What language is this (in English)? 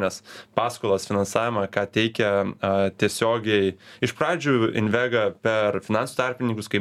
Lithuanian